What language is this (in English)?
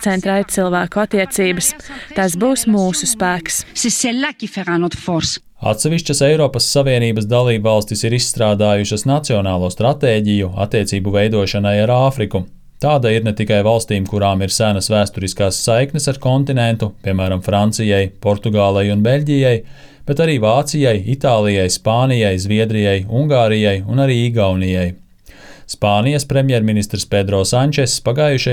Latvian